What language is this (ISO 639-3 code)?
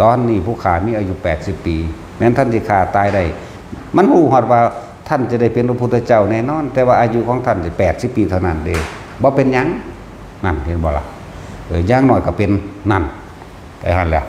tts